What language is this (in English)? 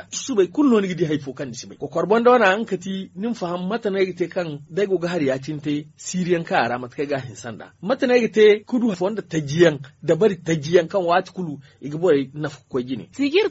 Zarma